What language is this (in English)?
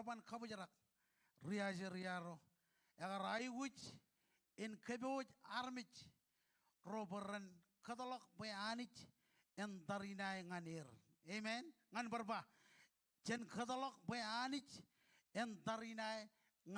Marshallese